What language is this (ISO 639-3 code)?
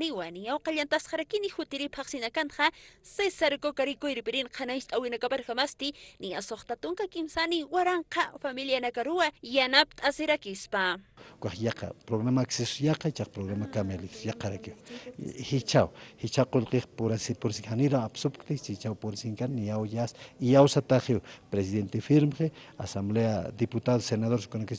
aym